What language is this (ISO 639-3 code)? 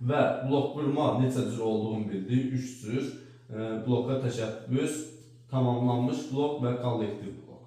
aze